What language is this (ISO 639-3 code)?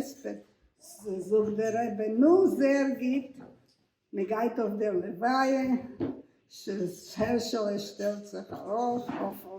yid